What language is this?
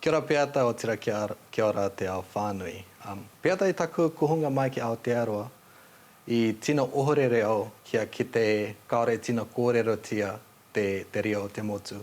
Māori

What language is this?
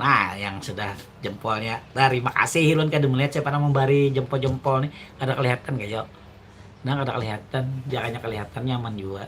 Banjar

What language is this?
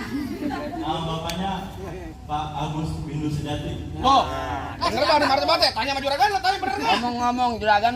Betawi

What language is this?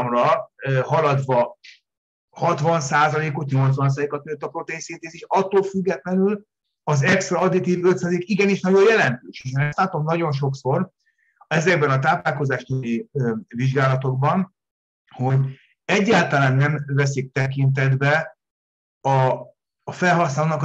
Hungarian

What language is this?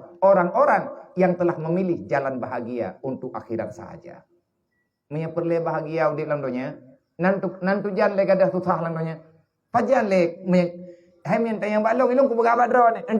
Achinese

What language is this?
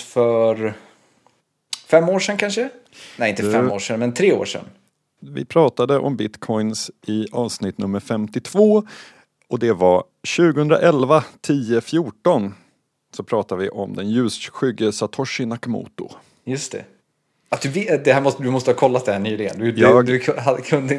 Swedish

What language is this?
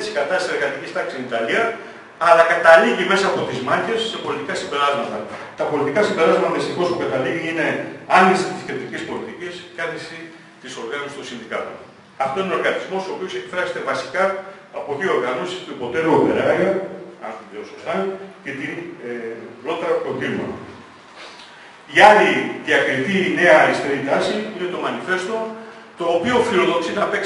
Greek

